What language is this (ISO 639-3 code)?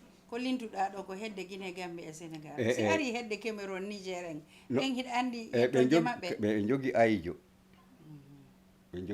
ful